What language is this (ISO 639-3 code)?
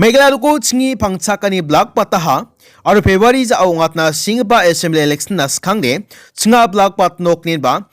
grt